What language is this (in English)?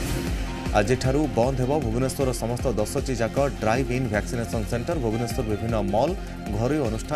Odia